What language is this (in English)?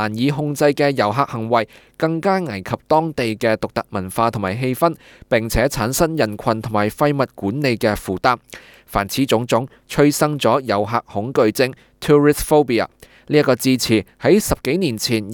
Cantonese